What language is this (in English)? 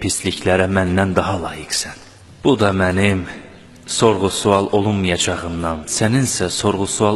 Azerbaijani